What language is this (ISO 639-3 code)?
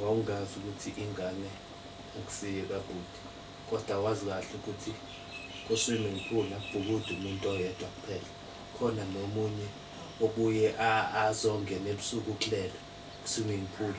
zul